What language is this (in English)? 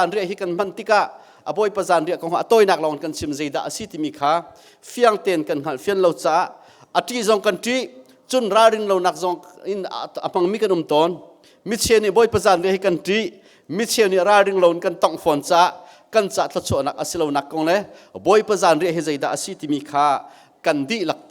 Hakha Chin